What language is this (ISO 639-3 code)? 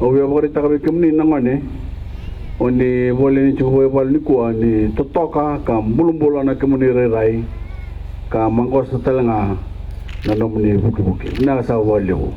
fij